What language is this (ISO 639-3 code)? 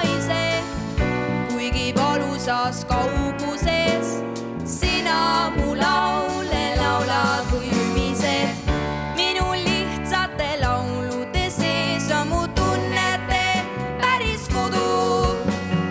est